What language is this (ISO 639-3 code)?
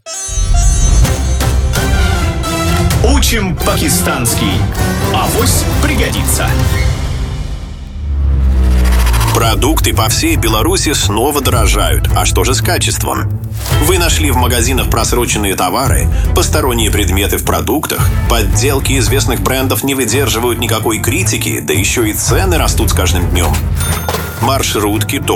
rus